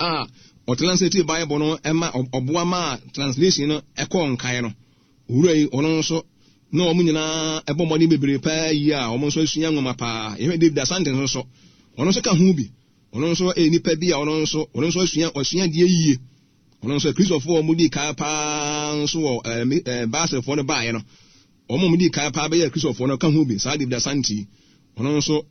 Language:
Akan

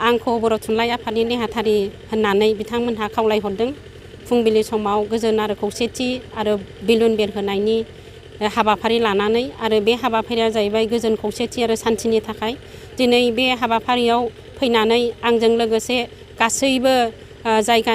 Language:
Bodo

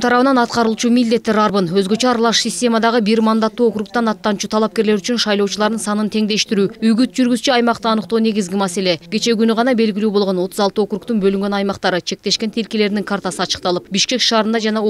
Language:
Kyrgyz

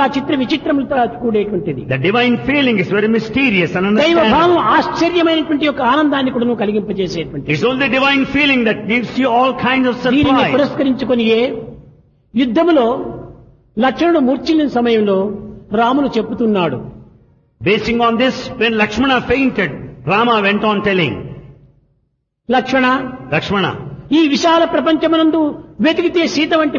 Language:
Telugu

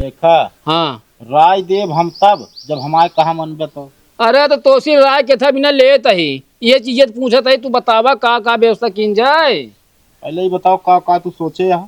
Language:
Awadhi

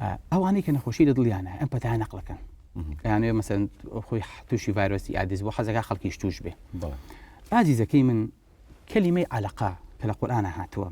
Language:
Central Kurdish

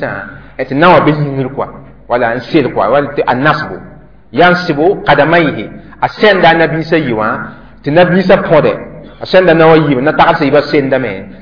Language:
Mossi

